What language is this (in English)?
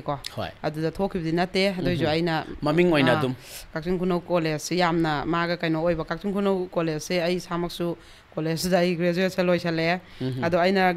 Manipuri